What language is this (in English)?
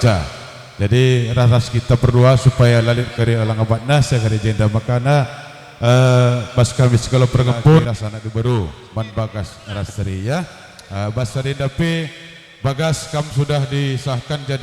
Batak Karo